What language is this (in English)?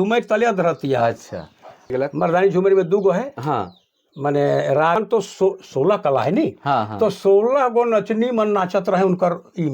Sadri